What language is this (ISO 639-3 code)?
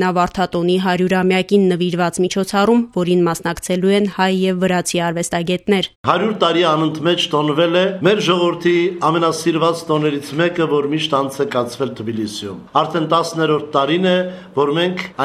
hye